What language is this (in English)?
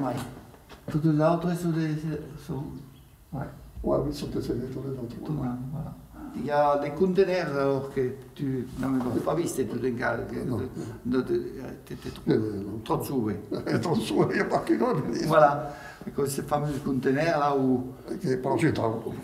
Occitan